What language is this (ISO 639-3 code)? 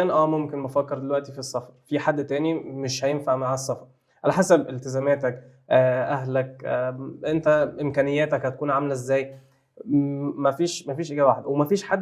arz